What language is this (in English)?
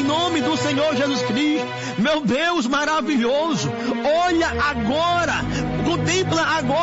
Portuguese